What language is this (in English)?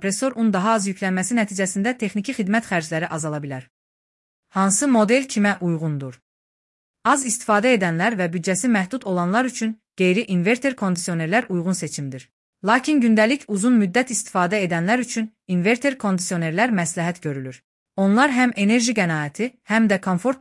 Azerbaijani